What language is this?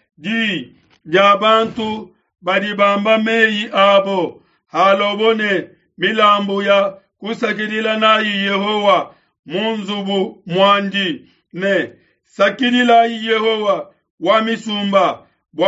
Luba-Lulua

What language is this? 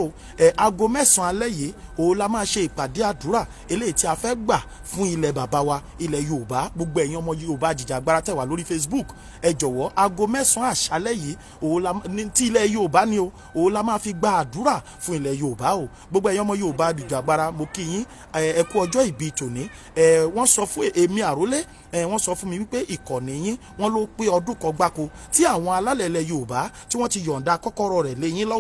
Yoruba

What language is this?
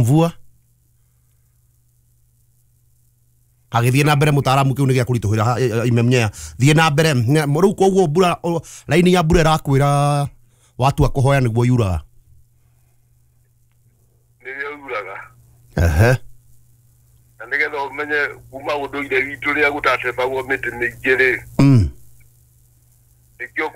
Kikuyu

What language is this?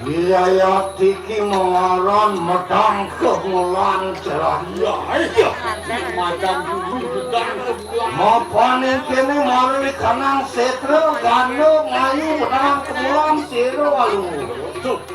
Balinese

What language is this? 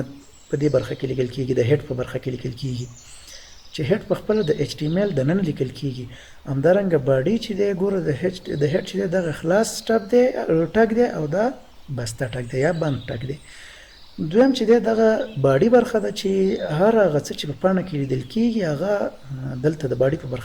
Pashto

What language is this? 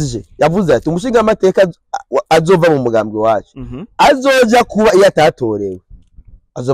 Rundi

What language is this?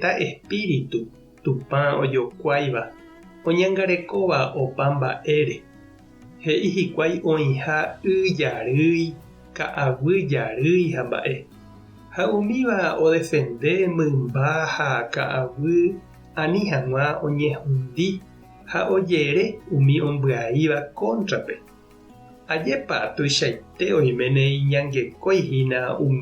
Guarani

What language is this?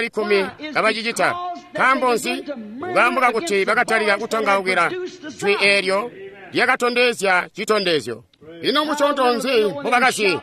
Tonga (Zambia)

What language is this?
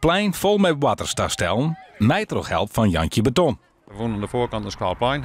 Western Frisian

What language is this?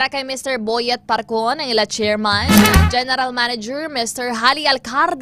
Hiligaynon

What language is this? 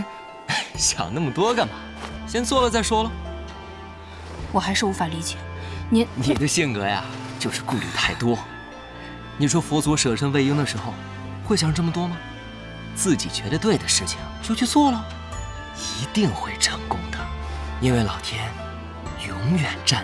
Chinese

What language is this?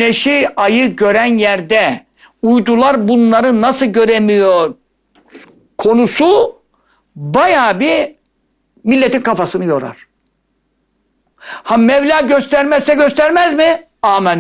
Turkish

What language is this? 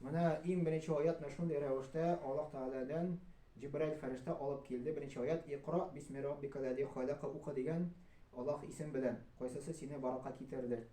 Tatar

